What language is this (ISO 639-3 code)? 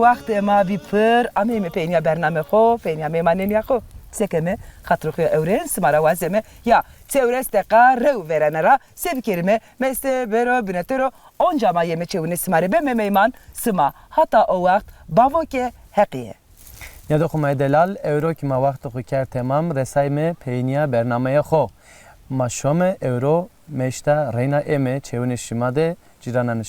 zza